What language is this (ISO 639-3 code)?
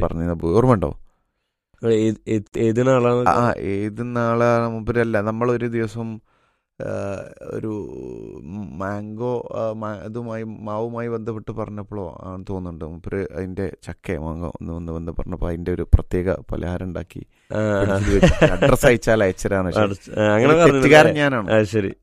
mal